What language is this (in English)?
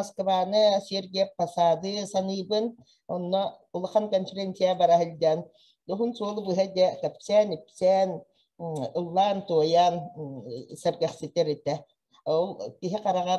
Yakut